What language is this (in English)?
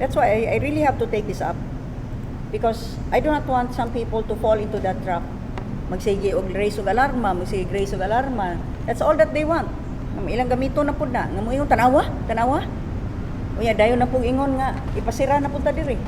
Cebuano